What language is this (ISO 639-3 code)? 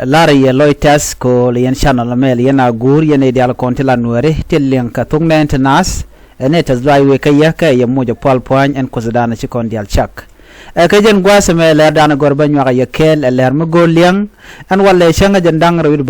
nus